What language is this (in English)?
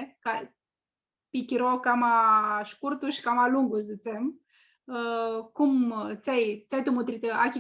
Aromanian